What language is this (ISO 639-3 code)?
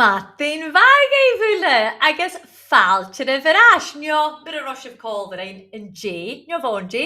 gla